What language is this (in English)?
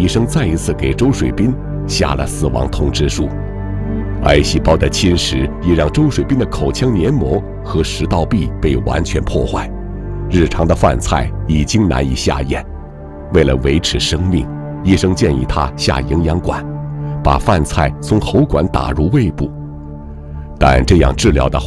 Chinese